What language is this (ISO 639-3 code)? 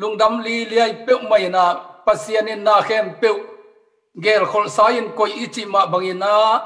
ctd